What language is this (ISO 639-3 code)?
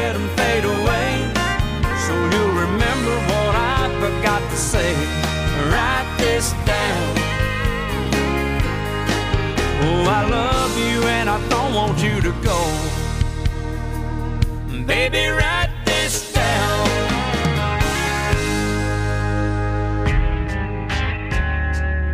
eng